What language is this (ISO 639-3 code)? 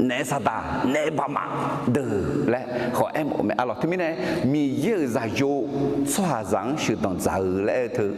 ahk